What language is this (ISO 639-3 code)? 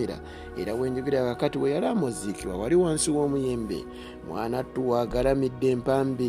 lug